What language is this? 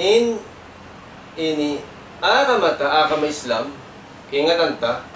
Tausug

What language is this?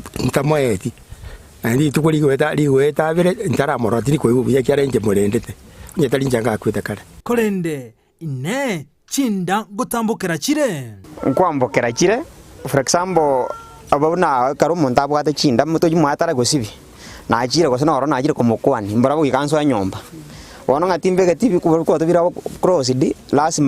Gusii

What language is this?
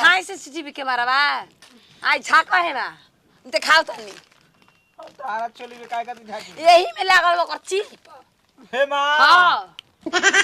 Bhojpuri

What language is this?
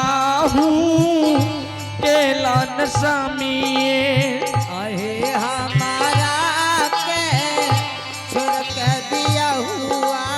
Angika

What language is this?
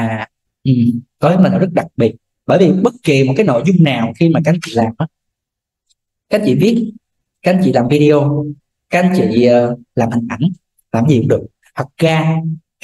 Vietnamese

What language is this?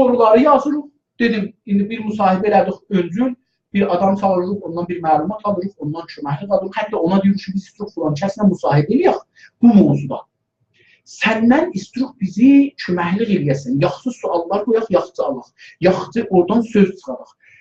South Azerbaijani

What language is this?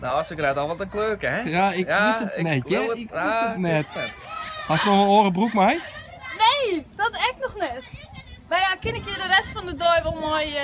Western Frisian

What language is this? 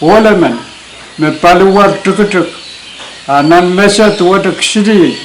Pohnpeian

